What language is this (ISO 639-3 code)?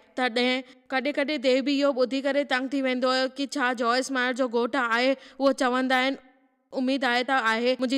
snd